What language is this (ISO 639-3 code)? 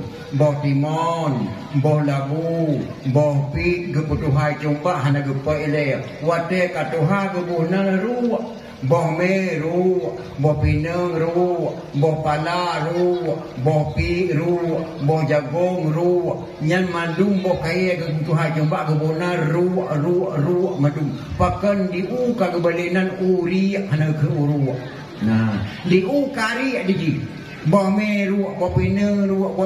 ace